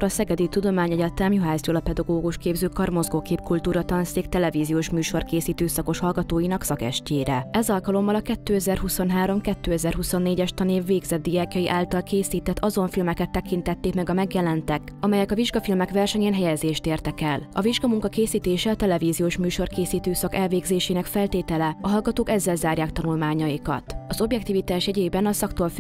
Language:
Hungarian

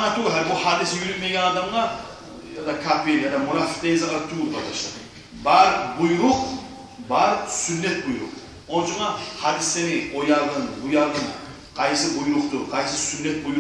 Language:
Kumyk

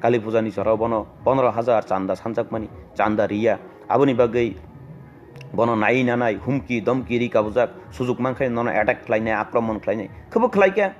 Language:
Kok Borok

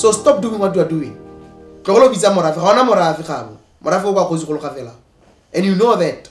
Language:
Tswana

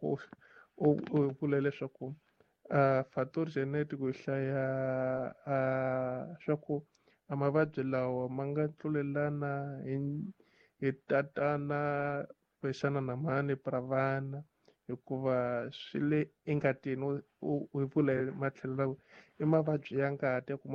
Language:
Tsonga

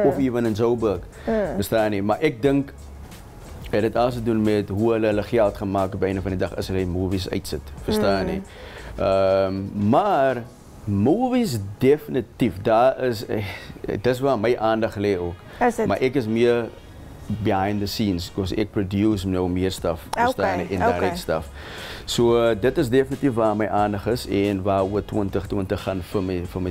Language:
Afrikaans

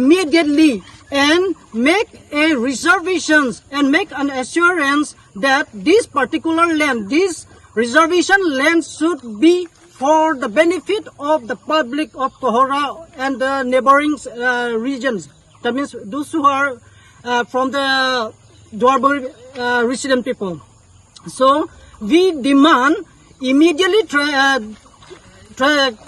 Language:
Karbi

